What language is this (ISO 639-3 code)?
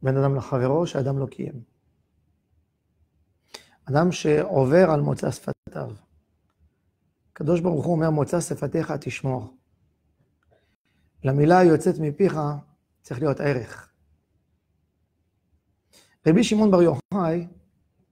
heb